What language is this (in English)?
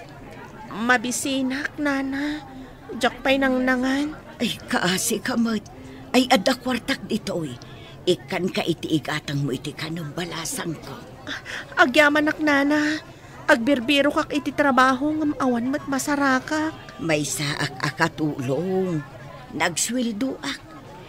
Iloko